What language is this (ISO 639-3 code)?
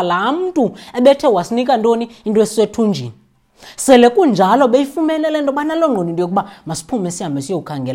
xho